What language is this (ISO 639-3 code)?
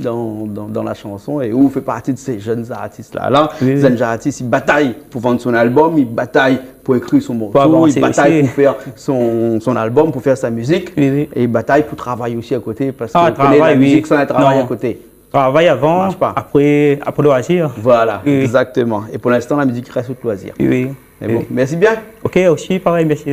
rcf